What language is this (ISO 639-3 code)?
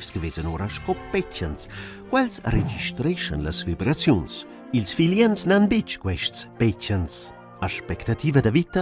roh